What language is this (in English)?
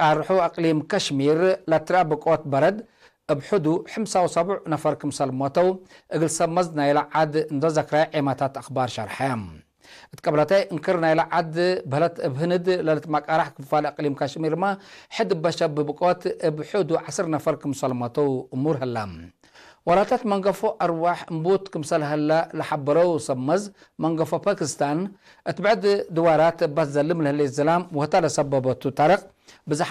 Tigre